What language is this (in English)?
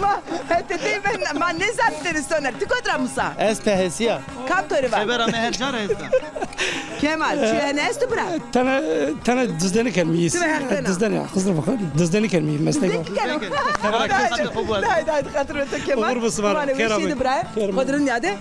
Zaza